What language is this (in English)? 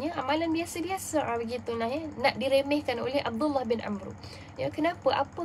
Malay